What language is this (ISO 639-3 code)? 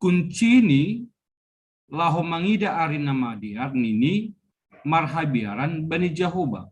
bts